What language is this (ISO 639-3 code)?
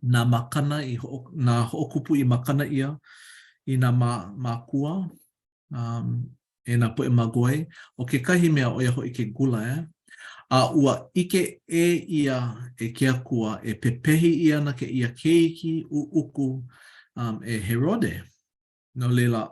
haw